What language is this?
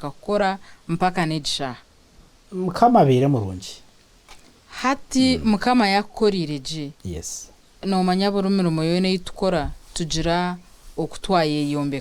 Nyankole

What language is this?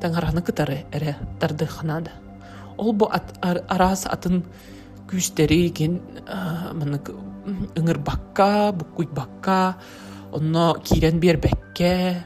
Yakut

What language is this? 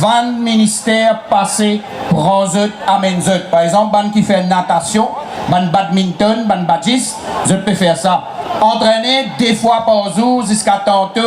Morisyen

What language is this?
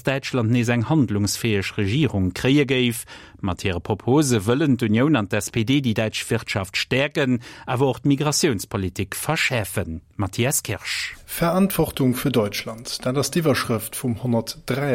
Luxembourgish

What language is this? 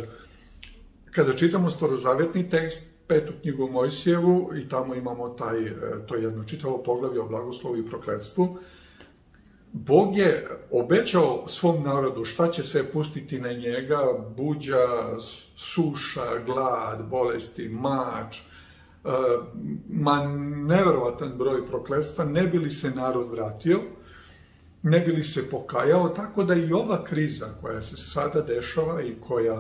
Serbian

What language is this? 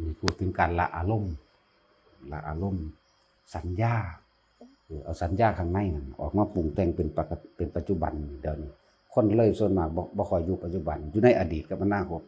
Northeastern Thai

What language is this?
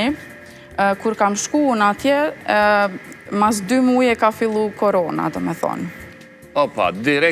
Albanian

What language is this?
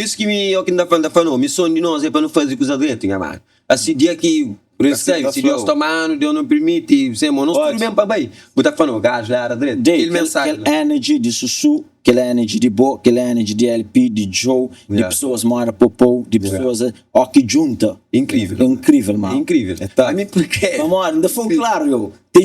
Kabuverdianu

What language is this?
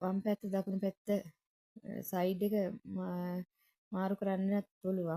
Sinhala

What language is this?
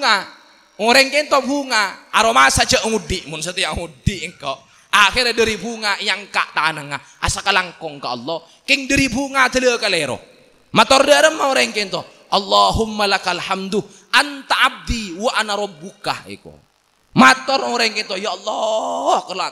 Madurese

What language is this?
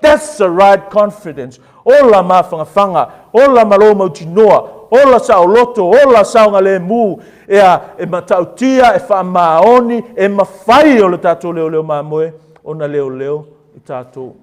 Samoan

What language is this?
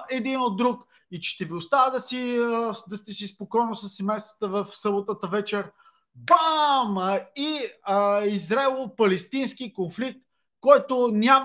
Bulgarian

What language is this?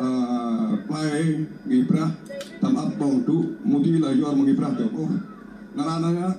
Central Mnong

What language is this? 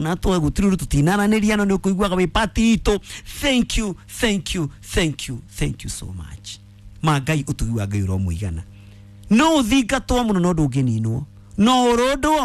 Kikuyu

